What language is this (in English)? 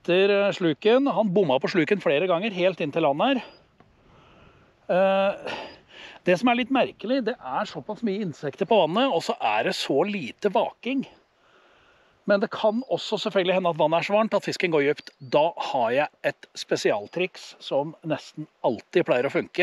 Norwegian